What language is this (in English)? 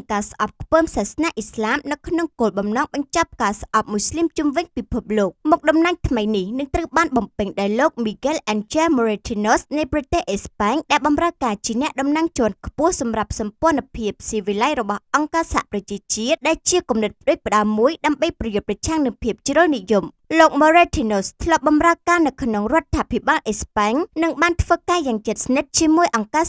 Khmer